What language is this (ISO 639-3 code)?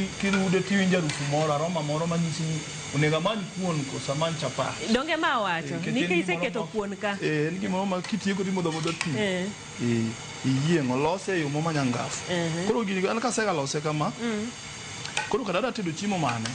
luo